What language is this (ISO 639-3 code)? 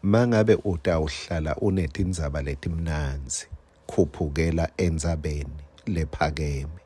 ssw